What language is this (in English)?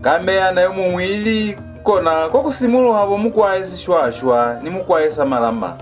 Lozi